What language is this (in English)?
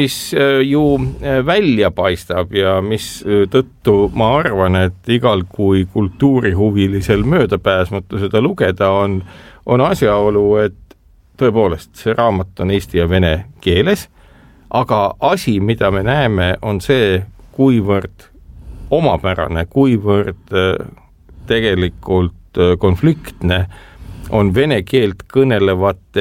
Estonian